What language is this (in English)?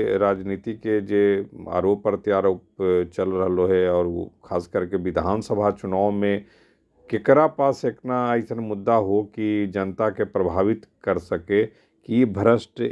Magahi